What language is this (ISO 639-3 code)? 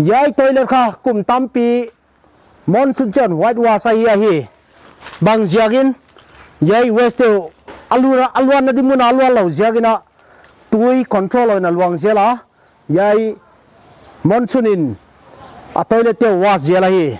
pck